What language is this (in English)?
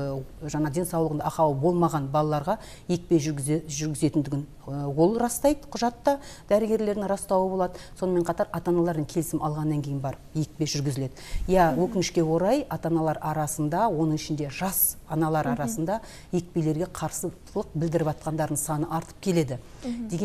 Kazakh